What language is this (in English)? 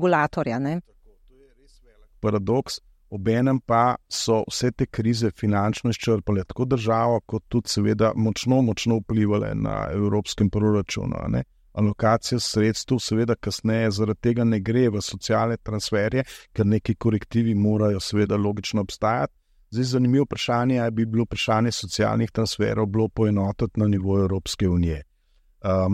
Slovenian